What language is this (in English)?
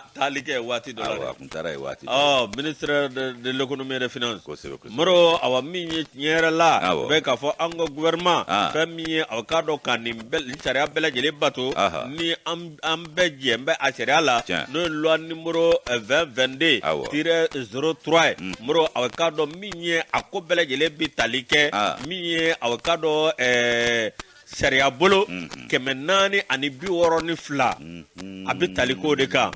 Bambara